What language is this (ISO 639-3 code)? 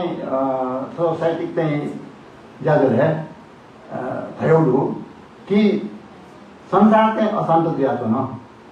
new